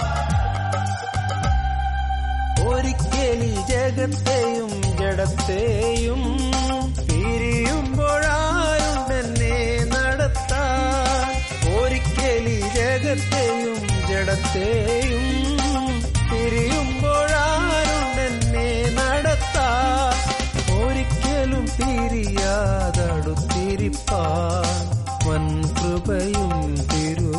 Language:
Malayalam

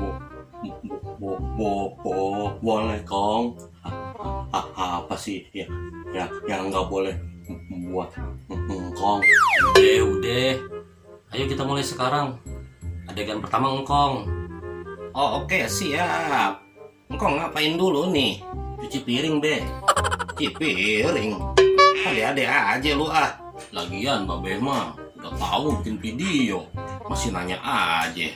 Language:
Betawi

